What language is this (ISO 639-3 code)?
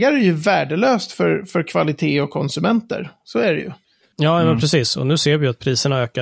swe